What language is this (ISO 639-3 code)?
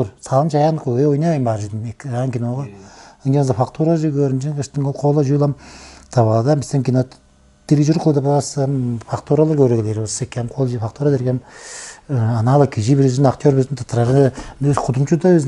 tyv